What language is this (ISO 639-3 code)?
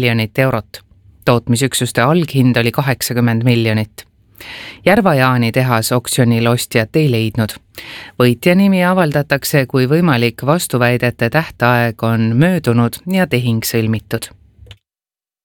est